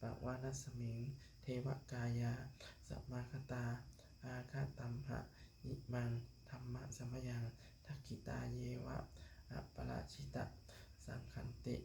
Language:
Pali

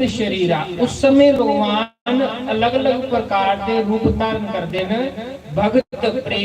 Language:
Dogri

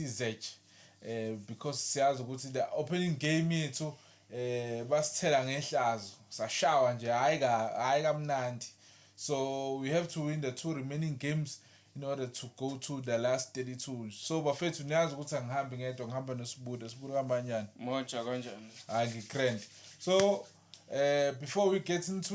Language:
Zulu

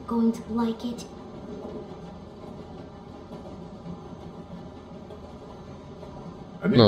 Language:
Polish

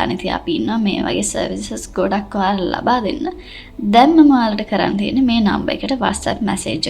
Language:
Sinhala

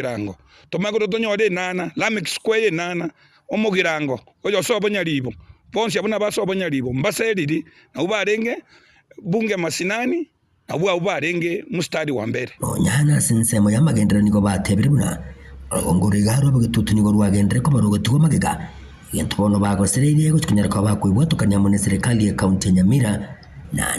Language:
Gusii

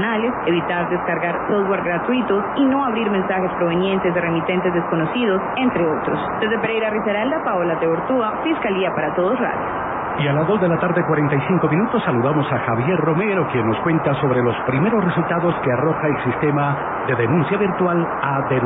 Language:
Spanish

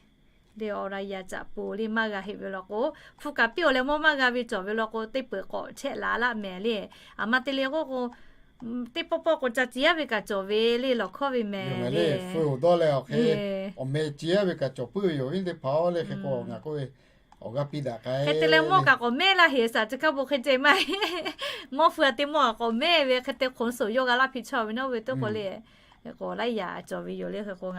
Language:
Lahu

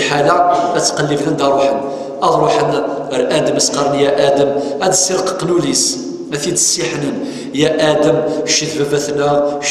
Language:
Kabyle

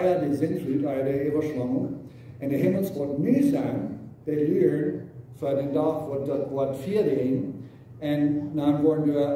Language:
Plautdietsch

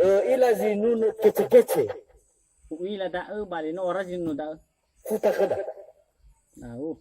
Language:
Nias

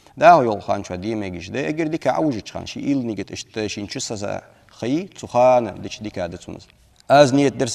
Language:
Ingush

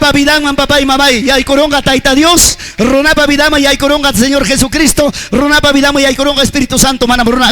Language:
Ayacucho Quechua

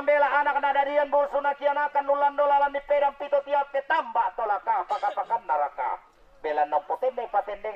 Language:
Toraja-Sa'dan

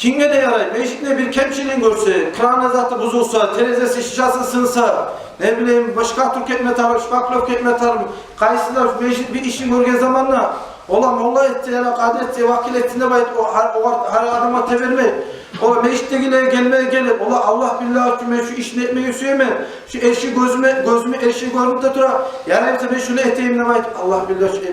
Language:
Kumyk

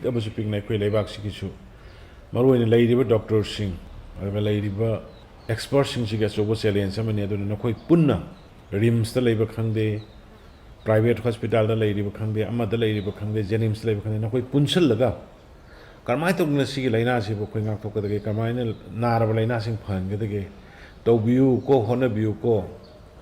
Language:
Manipuri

